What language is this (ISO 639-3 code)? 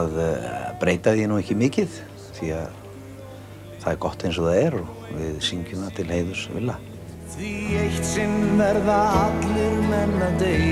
isl